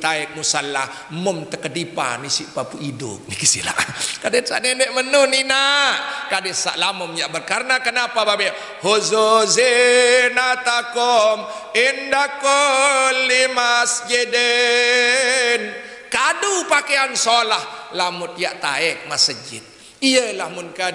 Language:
Sasak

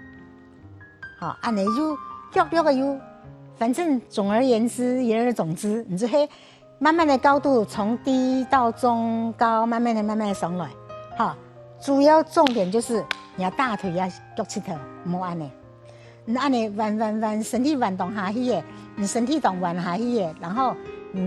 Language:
Hakka Chinese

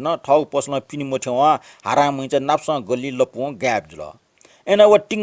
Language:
Newari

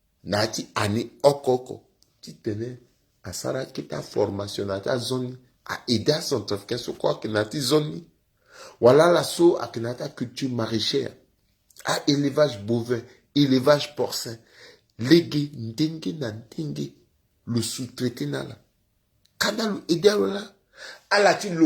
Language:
Sango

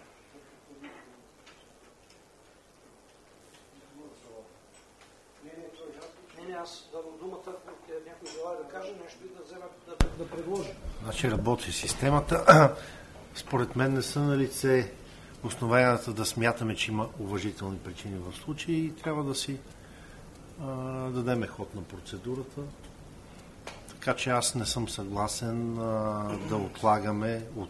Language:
Bulgarian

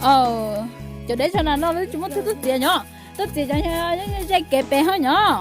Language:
Hmong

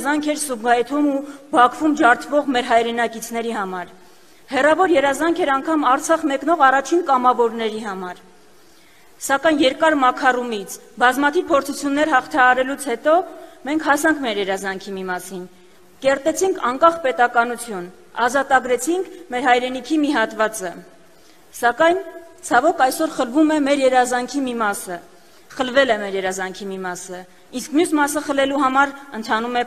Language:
Armenian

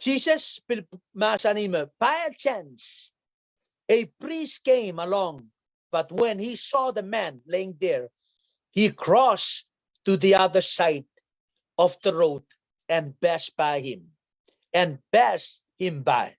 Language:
Pohnpeian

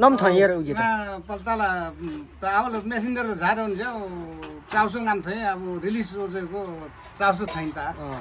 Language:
Nepali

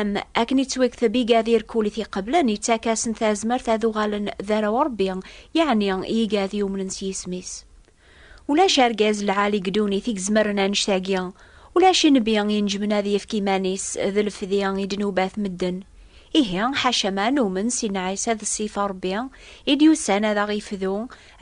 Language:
Kabyle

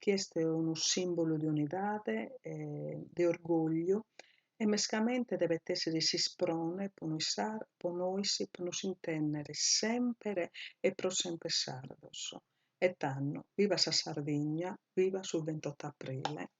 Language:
Sardinian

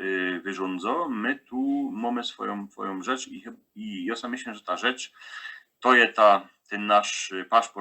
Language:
Silesian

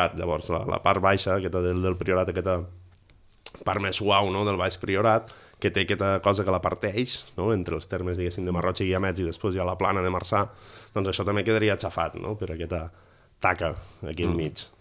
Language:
Catalan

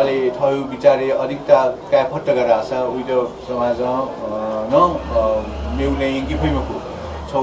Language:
Newari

